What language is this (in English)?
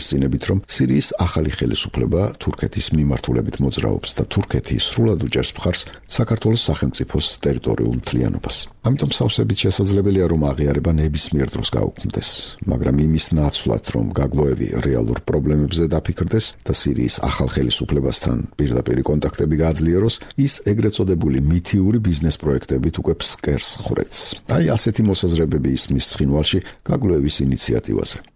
Georgian